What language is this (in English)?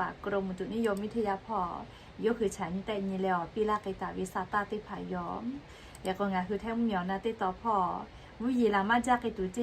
Lahu